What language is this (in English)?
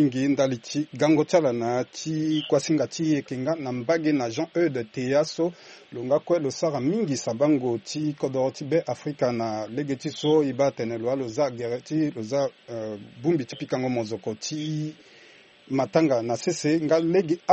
Sango